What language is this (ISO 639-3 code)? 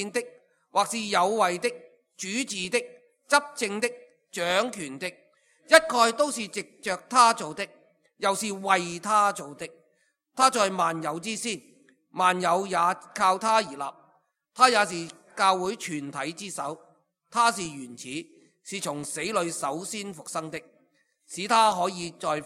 yue